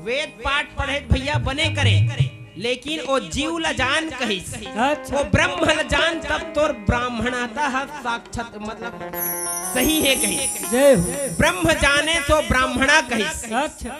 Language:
Chhattisgarhi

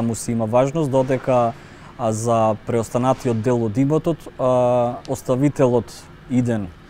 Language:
Macedonian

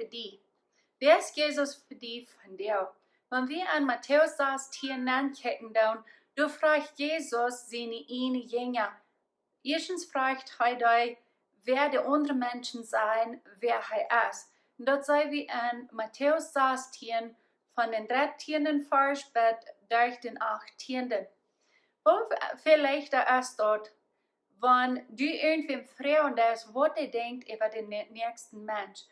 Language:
Plautdietsch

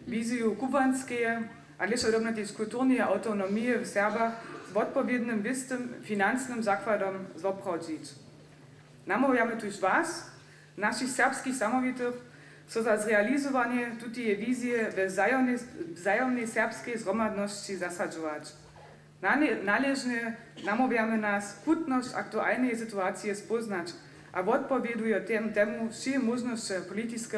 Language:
Upper Sorbian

